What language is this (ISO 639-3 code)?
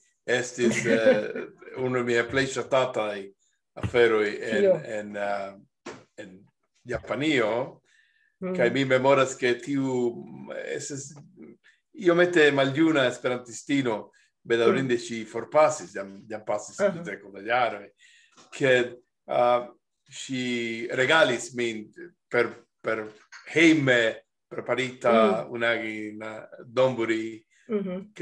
epo